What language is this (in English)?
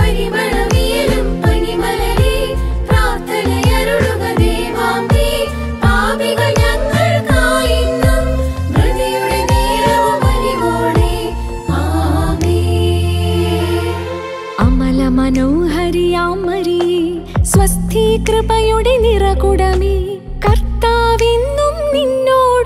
Malayalam